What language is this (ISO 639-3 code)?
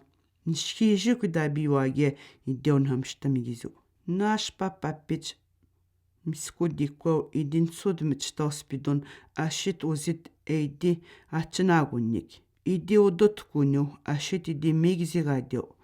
atj